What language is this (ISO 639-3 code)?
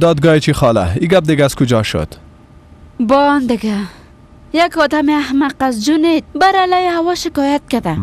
fas